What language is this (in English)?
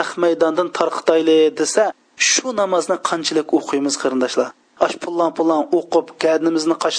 Uyghur